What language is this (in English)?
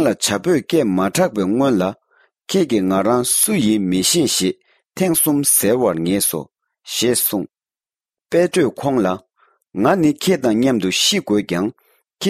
Tibetan